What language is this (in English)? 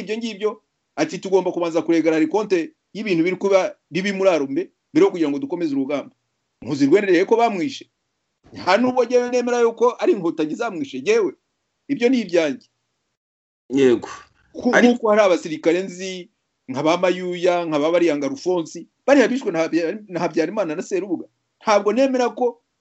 Kinyarwanda